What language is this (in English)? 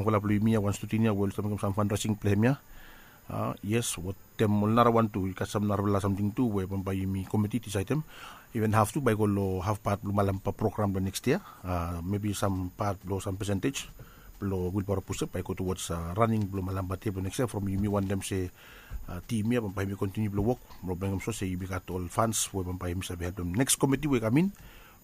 Bislama